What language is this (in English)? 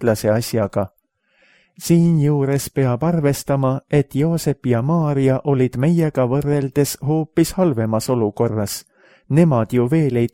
Estonian